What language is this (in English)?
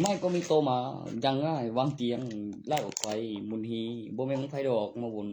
Northeastern Thai